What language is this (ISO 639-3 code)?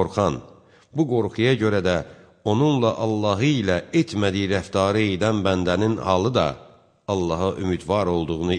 aze